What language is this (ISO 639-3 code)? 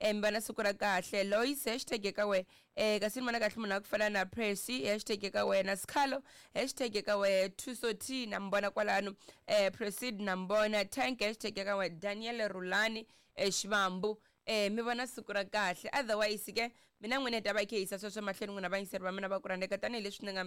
tso